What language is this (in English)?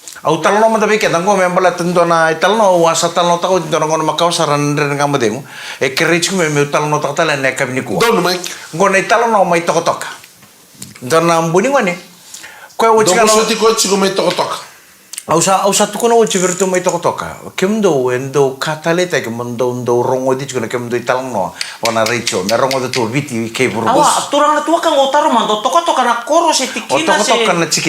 Fijian